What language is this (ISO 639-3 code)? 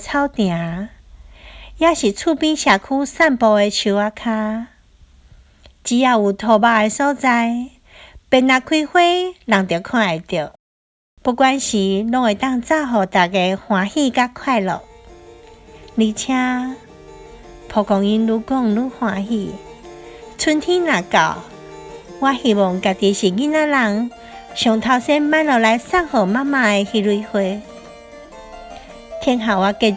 nan